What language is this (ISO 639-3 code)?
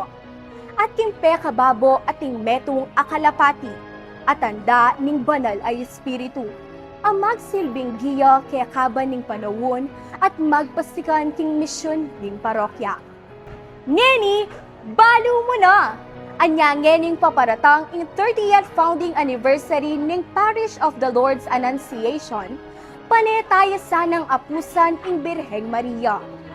pam